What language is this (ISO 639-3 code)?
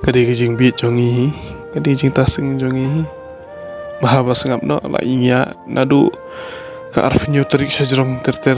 kha